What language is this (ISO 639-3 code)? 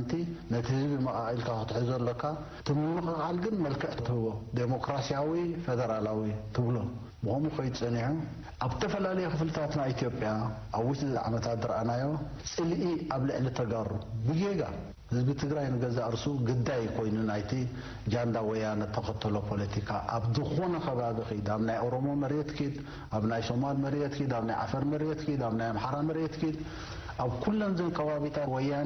tir